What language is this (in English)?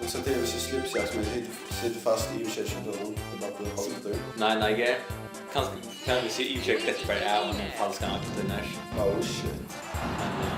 Faroese